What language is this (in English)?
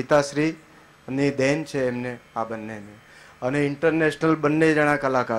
Gujarati